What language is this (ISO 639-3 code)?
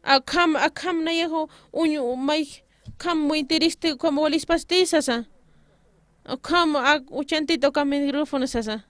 aym